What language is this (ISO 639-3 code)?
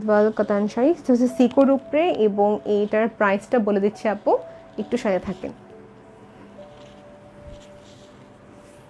ben